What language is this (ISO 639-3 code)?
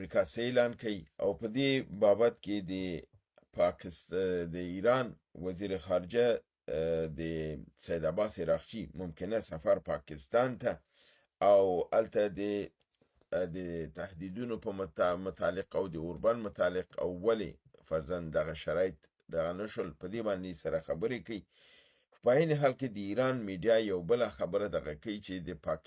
pus